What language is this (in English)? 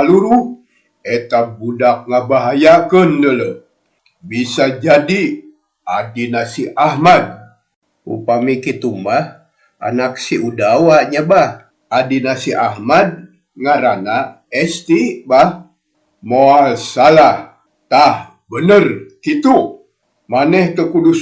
Sundanese